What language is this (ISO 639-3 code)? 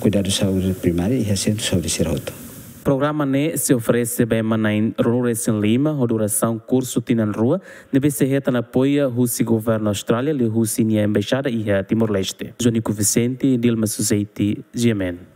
tet